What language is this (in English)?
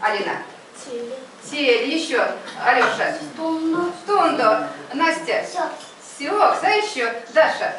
Erzya